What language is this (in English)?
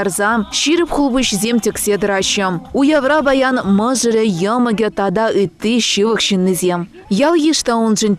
Chuvash